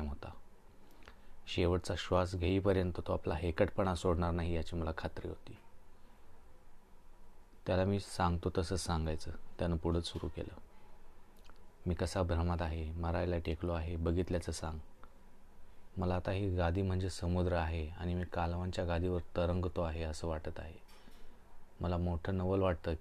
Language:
Marathi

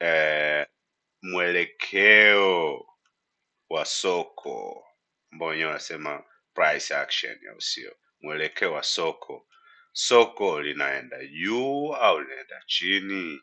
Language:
Swahili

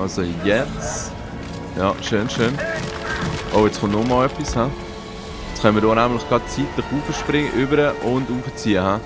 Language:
Swiss German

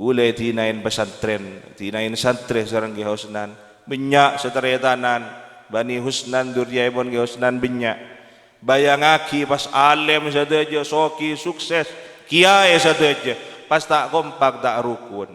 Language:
Madurese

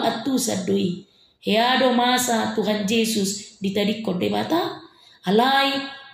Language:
Batak Toba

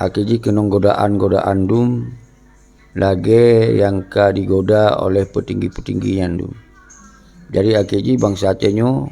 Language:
Achinese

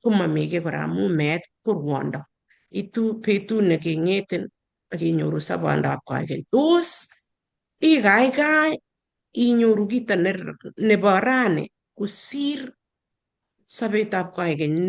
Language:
Kalenjin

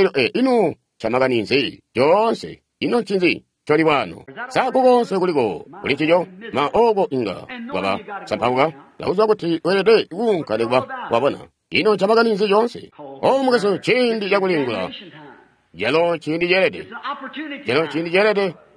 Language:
Tonga (Zambia)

